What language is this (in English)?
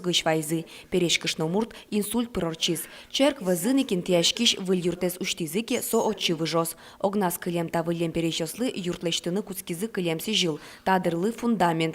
Udmurt